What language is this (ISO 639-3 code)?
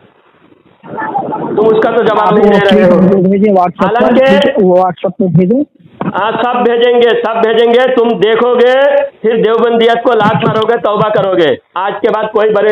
urd